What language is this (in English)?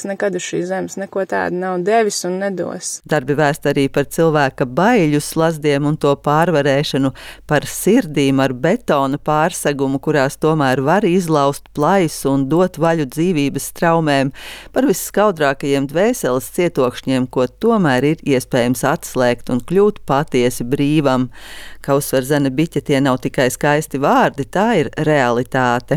Latvian